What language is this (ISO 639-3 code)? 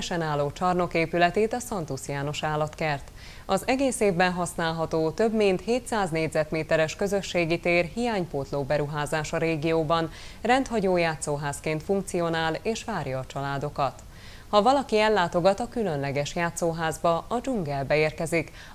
hun